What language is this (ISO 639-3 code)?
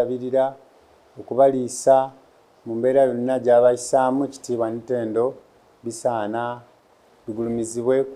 lug